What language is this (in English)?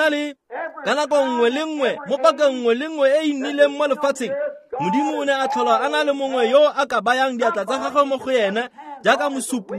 Tswana